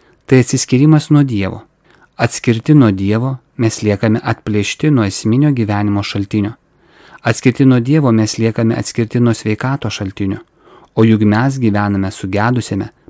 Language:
Lithuanian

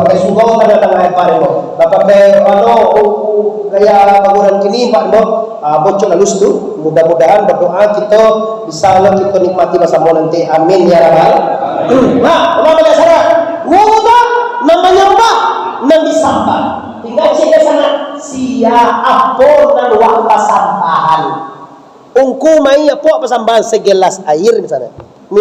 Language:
Minangkabau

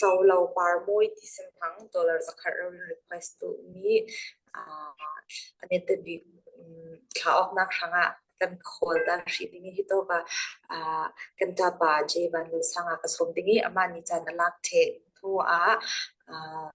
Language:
Falam Chin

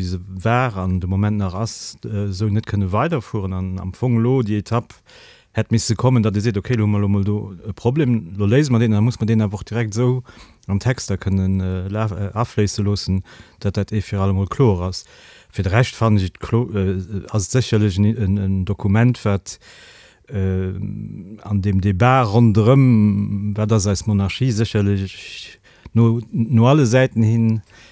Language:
Luxembourgish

